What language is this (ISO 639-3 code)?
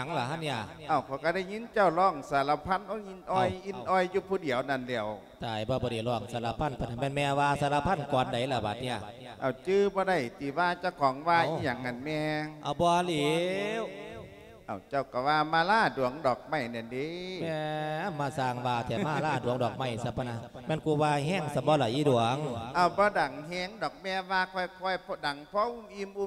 lao